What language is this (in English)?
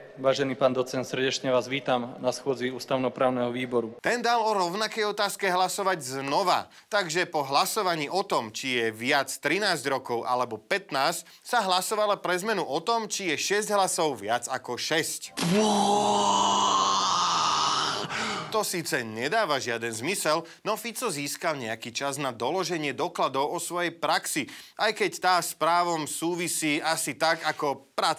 Slovak